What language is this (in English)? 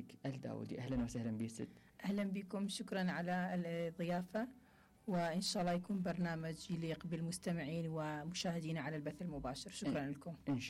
Mesopotamian Arabic